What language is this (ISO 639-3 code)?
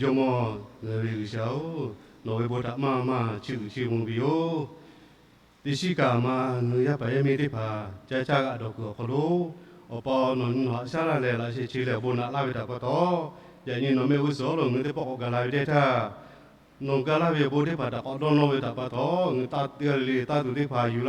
lhu